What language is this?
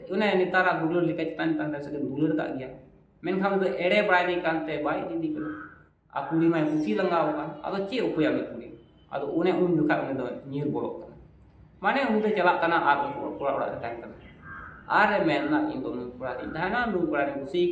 Santali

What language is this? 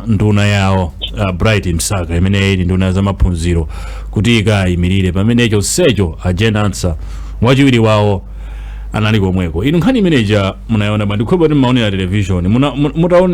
Nyanja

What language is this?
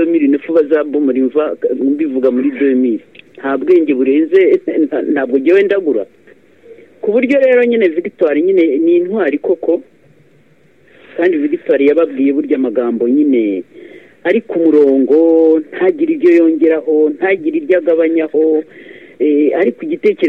Kinyarwanda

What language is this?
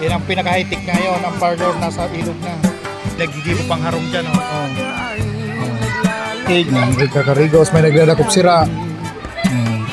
Bikol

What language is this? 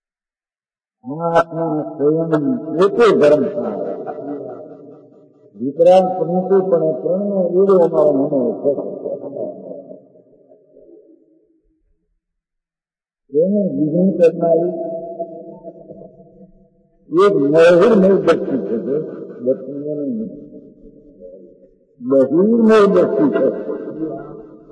Gujarati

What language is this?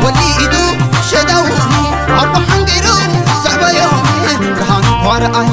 Tigrinya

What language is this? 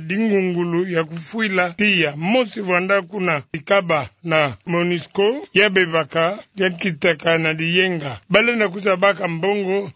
Kituba (Democratic Republic of Congo)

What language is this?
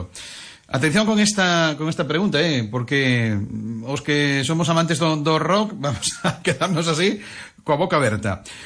Galician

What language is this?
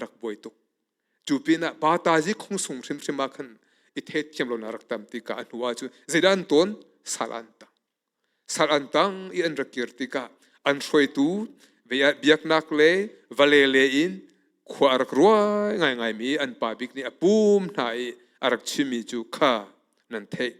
Hakha Chin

